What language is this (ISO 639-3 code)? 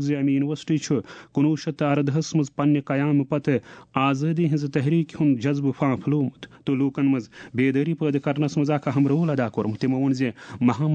kas